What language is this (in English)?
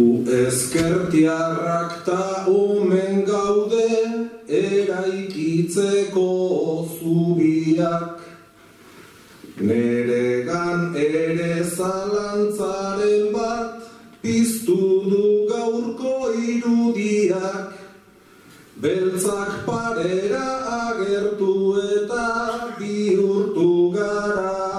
Basque